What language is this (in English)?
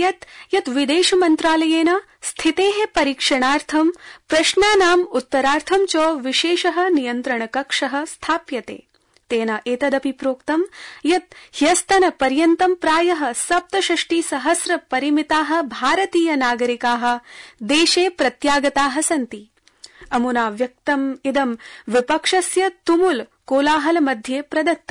Sanskrit